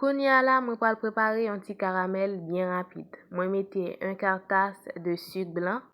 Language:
Haitian Creole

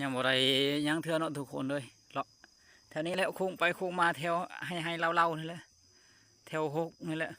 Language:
Lao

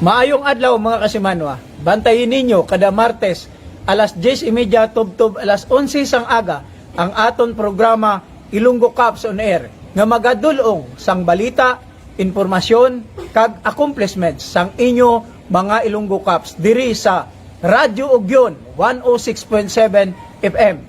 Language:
Hiligaynon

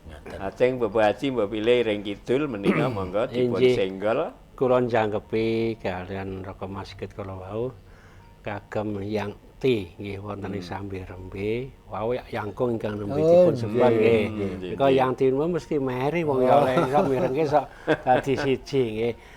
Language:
Javanese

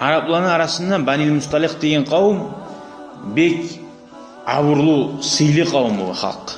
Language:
Kumyk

